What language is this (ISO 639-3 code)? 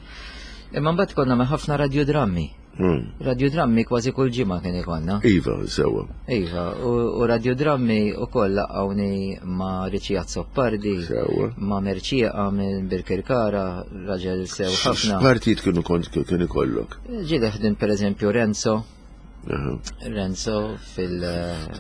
mlt